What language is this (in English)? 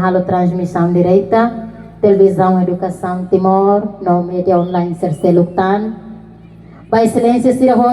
Tetum